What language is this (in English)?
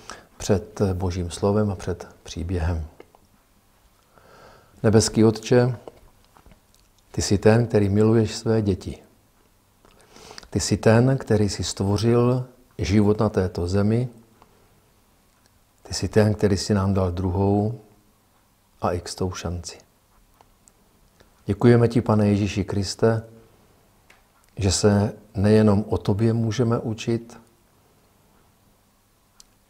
Czech